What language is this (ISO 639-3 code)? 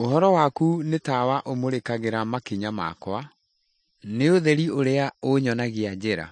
kik